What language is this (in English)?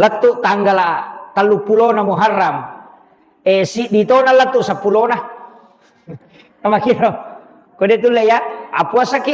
Buginese